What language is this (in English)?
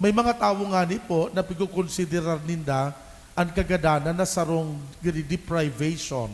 Bikol